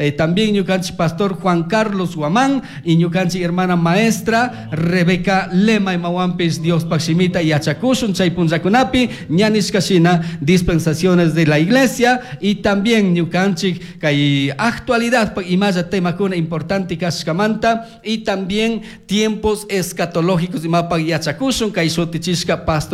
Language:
Chimborazo Highland Quichua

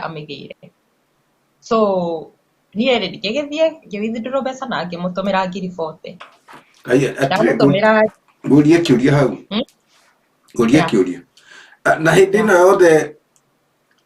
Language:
Kikuyu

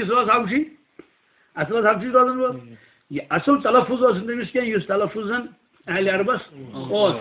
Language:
Kashmiri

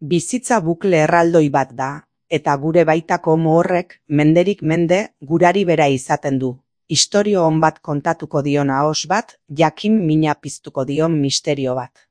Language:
Basque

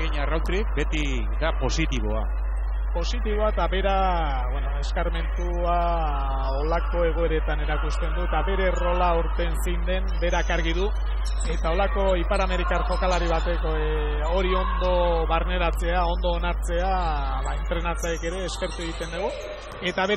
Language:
Basque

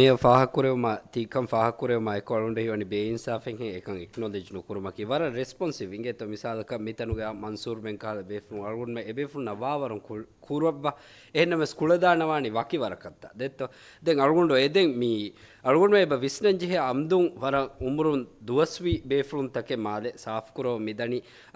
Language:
Divehi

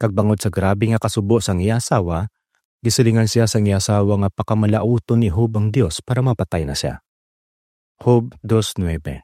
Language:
Hiligaynon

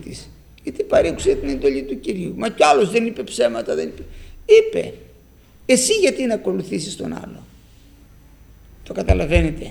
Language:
Greek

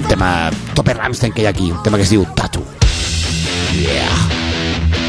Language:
Catalan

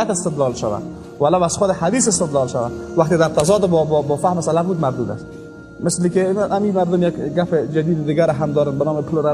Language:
Persian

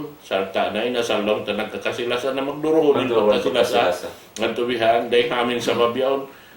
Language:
Tausug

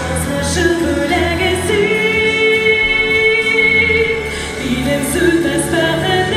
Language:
Tatar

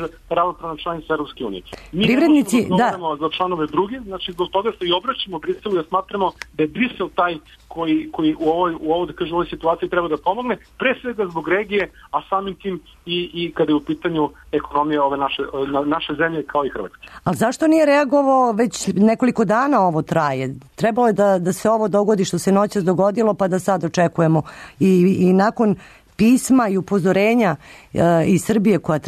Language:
Serbian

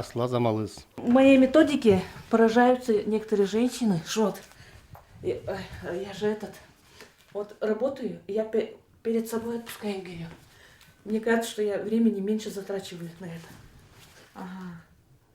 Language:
Udmurt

